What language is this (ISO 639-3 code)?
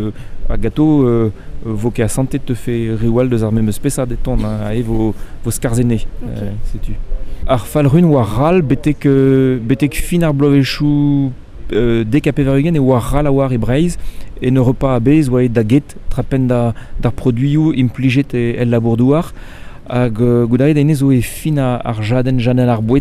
bre